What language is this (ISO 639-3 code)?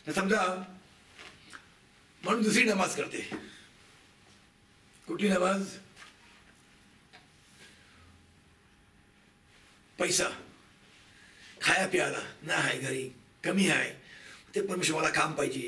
mar